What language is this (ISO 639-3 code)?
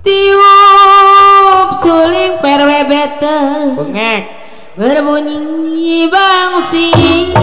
bew